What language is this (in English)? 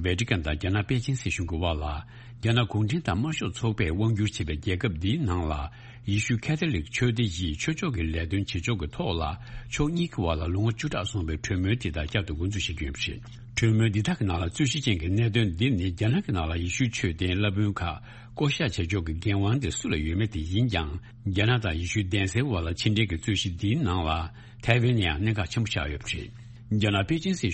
Tibetan